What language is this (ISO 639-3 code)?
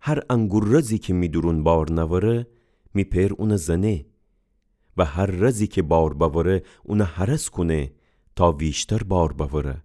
glk